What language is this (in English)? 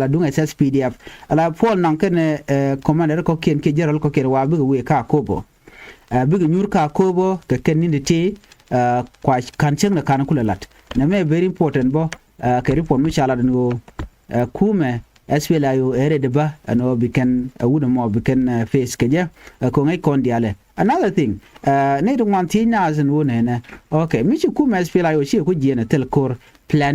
Nuer